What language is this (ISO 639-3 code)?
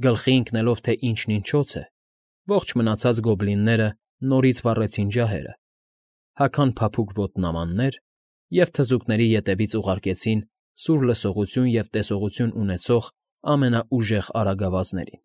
hye